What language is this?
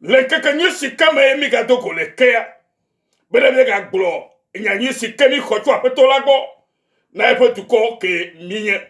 Ewe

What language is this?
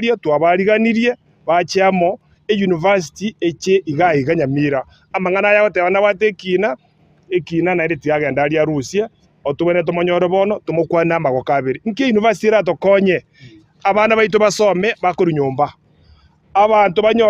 Gusii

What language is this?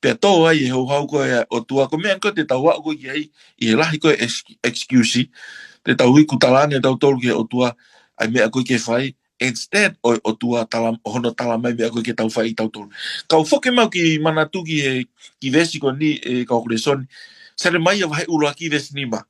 Tongan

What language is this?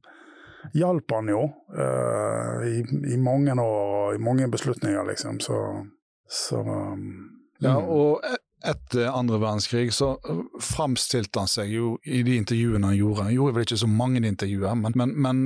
Norwegian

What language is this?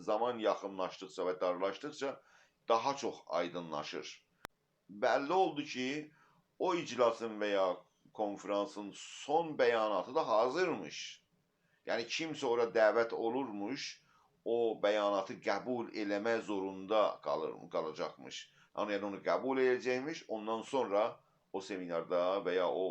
South Azerbaijani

